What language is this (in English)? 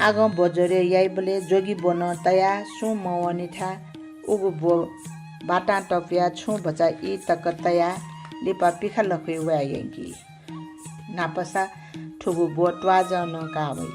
Newari